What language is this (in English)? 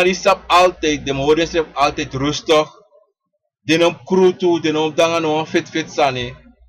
Sranan Tongo